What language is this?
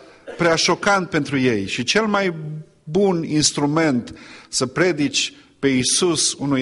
Romanian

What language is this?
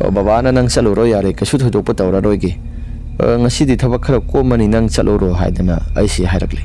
Manipuri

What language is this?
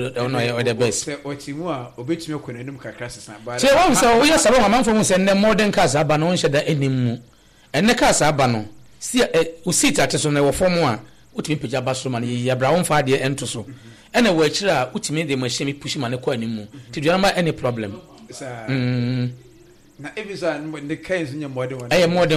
Akan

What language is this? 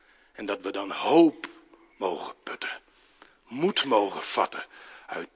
Dutch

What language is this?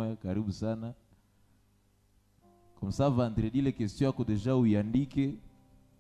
Swahili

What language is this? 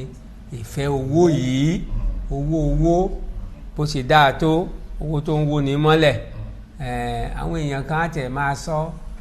Yoruba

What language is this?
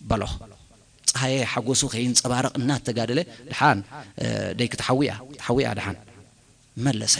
Tigrinya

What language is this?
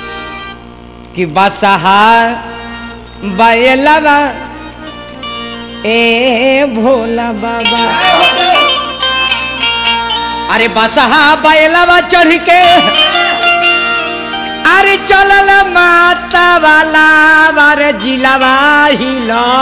Bhojpuri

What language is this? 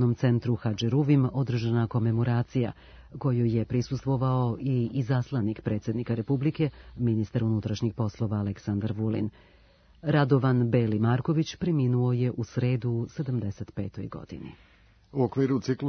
Serbian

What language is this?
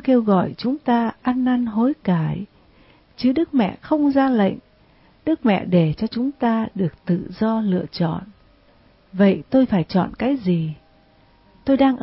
Vietnamese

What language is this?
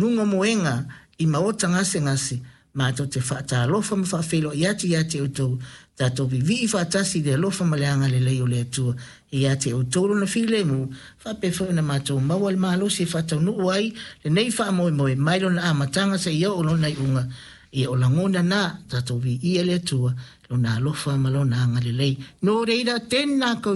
Samoan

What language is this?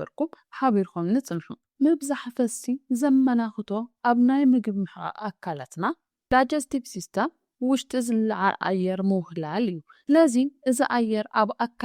Tigrinya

